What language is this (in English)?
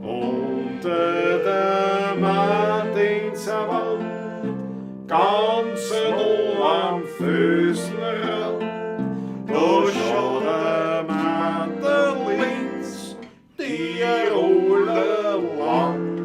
Bavarian